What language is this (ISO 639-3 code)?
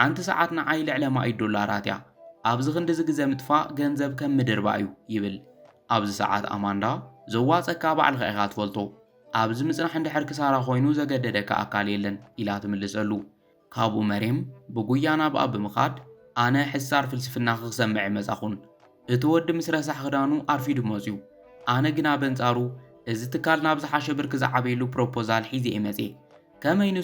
tir